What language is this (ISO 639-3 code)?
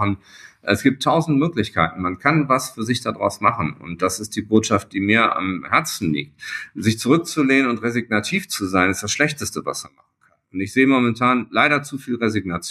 deu